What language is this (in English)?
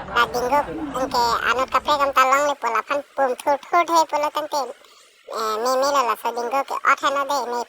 Karbi